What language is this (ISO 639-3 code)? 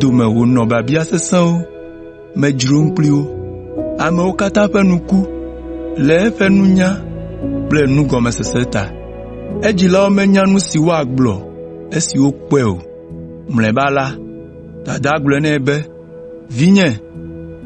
ewe